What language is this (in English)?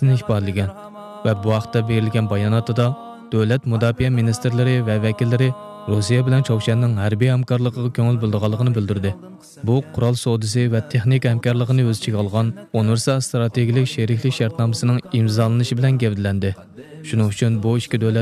Uyghur